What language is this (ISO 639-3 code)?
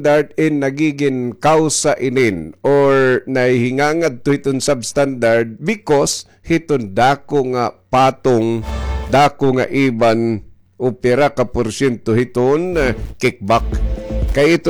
war